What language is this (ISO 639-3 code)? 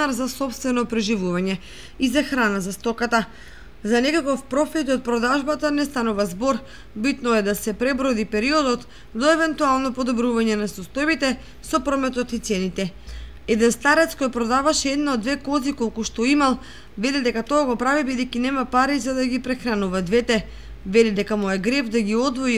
mkd